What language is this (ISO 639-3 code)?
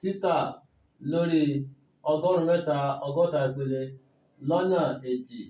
yor